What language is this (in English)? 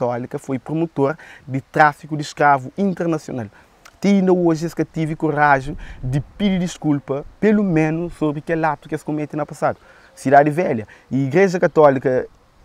Kabuverdianu